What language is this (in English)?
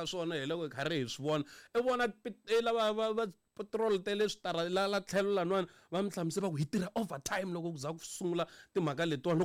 Tsonga